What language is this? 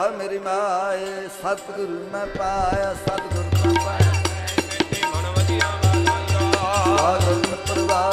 Punjabi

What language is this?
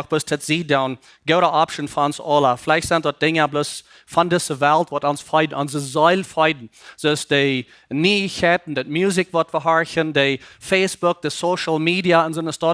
Plautdietsch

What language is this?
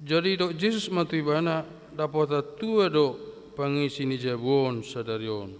Batak Toba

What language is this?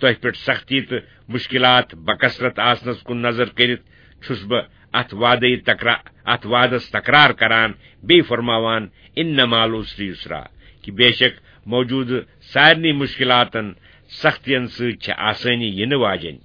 Kashmiri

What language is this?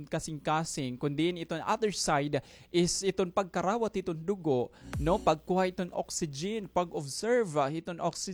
Waray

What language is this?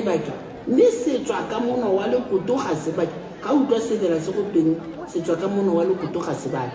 Tswana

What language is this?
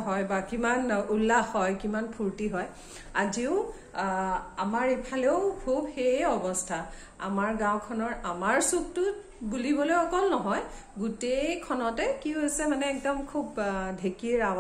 Assamese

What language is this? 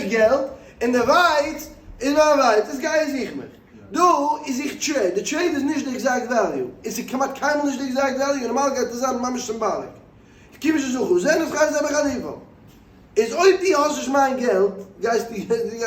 Yiddish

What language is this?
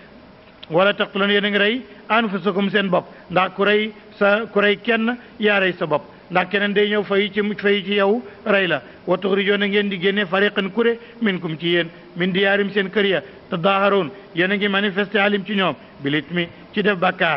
Wolof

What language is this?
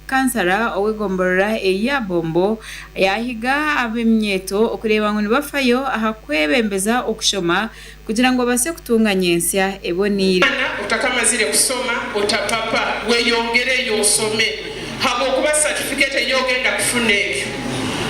Nyankole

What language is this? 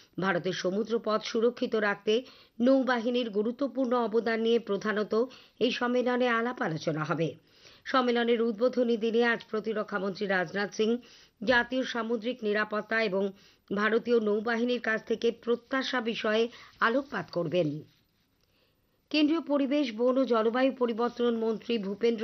Bangla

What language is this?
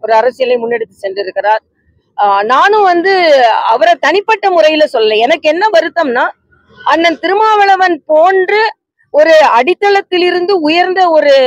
Tamil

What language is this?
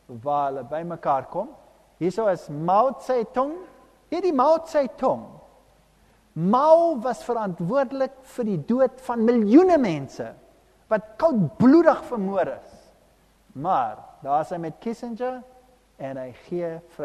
Afrikaans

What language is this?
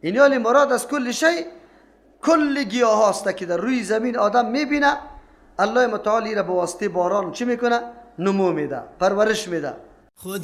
Persian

